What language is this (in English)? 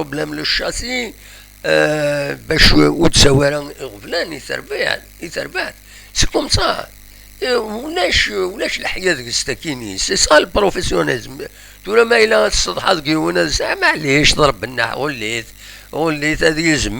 Kabyle